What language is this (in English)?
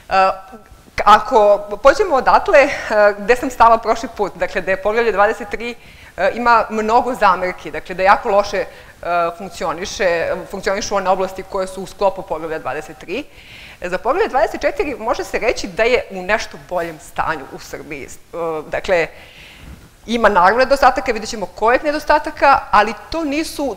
Serbian